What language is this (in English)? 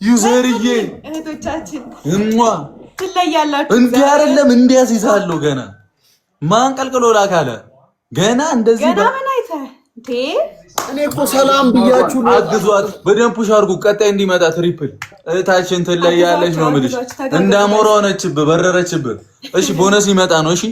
Amharic